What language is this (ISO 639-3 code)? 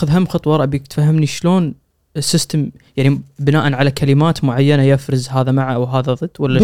afb